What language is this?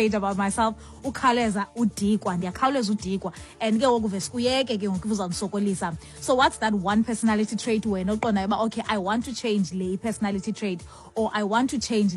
Xhosa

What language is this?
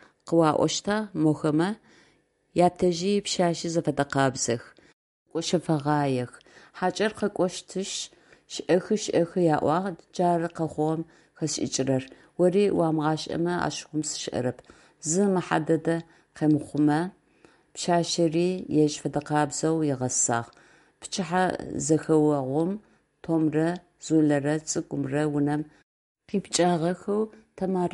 Adyghe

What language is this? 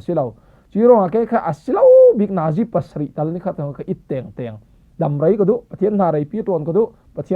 Falam Chin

